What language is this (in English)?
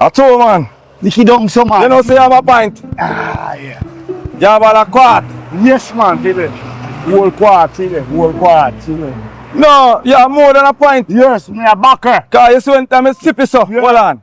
Jamaican Creole English